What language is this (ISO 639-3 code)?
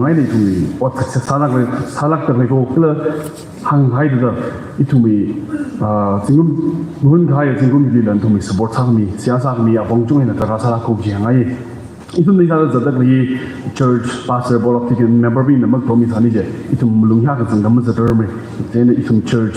nmf